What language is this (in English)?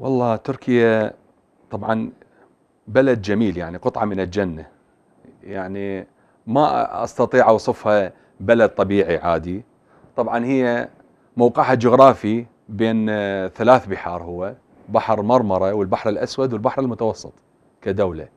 Mesopotamian Arabic